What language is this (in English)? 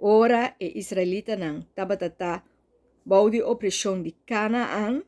Papiamento